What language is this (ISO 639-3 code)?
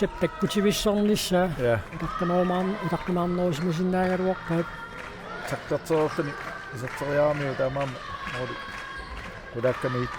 kal